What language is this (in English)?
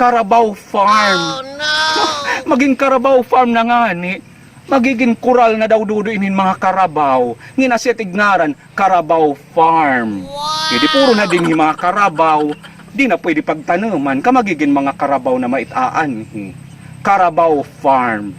Waray